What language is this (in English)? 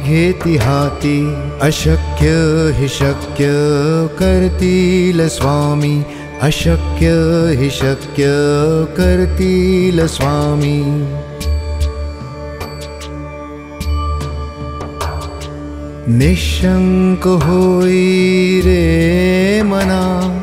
Marathi